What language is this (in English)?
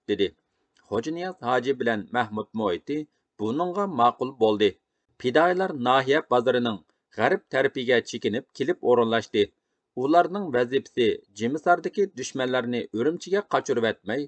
Uyghur